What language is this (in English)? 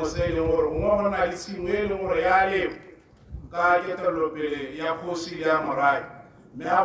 Tswana